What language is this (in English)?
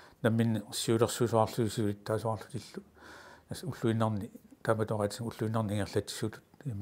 Kalaallisut